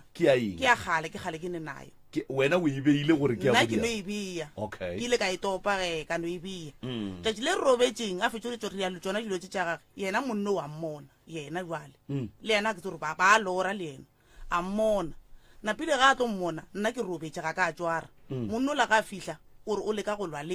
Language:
Northern Sotho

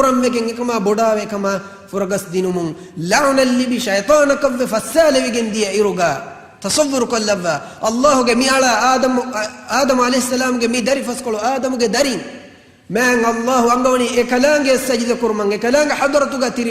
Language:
Divehi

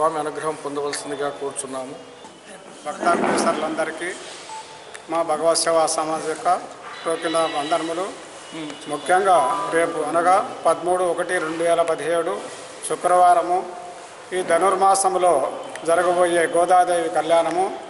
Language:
Telugu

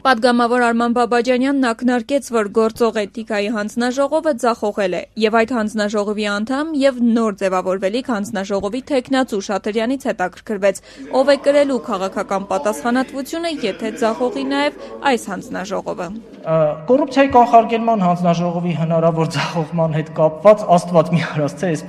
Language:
Armenian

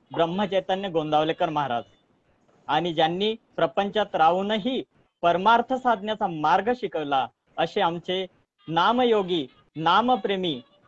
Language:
Marathi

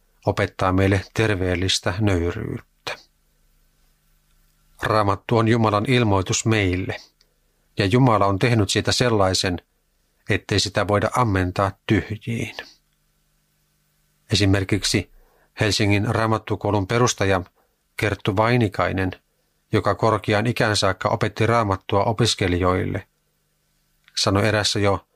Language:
Finnish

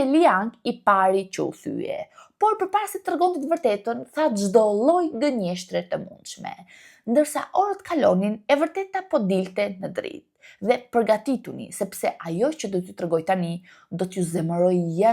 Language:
Albanian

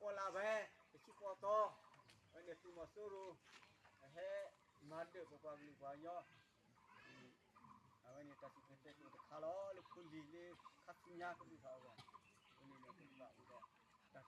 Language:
S'gaw Karen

